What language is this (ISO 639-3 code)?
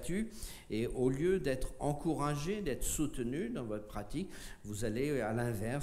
fra